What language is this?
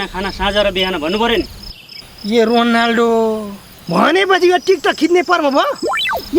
Nepali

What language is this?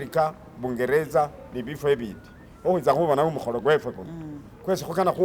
Masaaba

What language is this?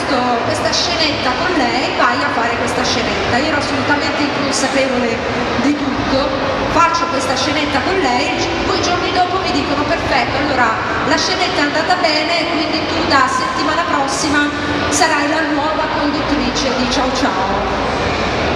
Italian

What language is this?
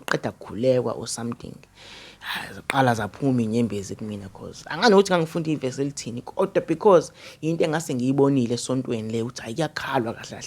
Zulu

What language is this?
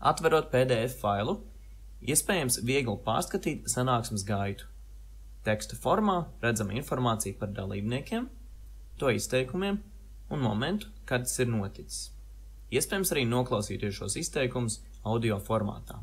Latvian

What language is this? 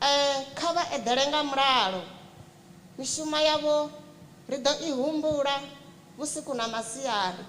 Venda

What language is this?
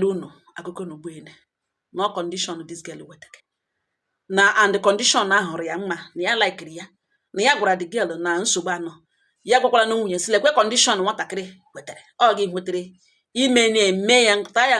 Igbo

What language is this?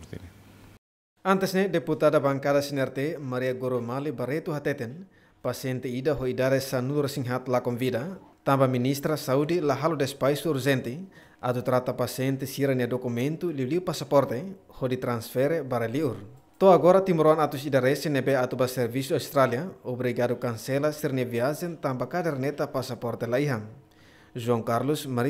Tetum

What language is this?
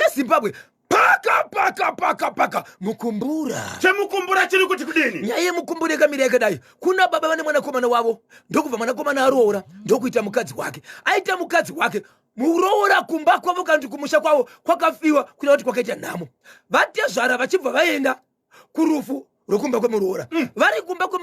Shona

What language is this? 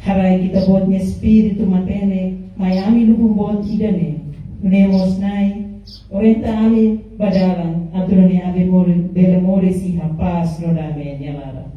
Tetum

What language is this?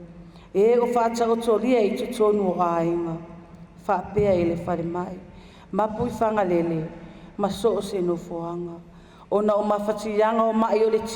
Samoan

